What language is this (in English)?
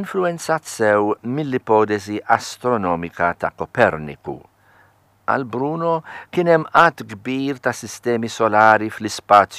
Maltese